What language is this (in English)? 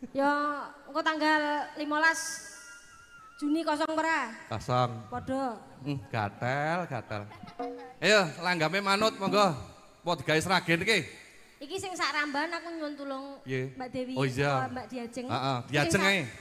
Javanese